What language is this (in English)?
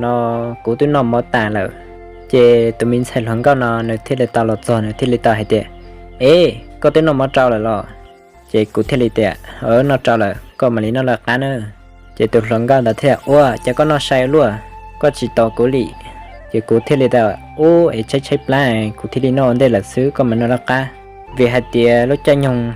Hmong